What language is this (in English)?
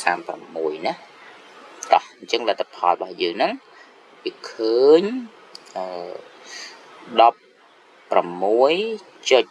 Khmer